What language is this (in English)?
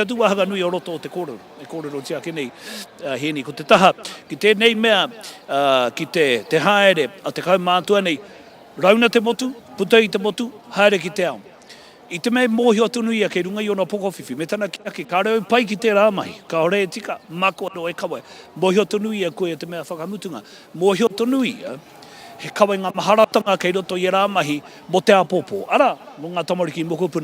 Māori